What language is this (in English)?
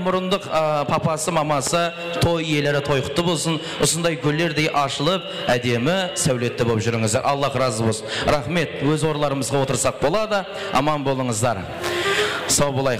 Kara-Kalpak